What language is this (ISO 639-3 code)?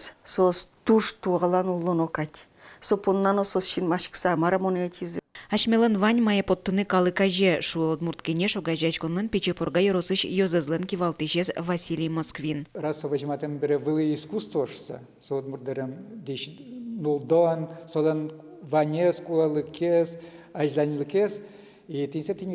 udm